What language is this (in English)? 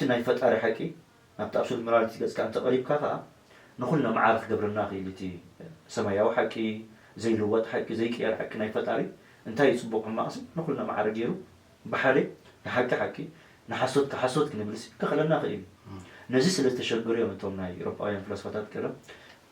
Tigrinya